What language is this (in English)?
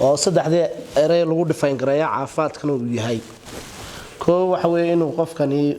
Somali